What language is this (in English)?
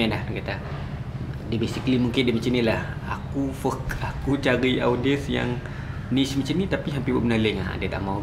Malay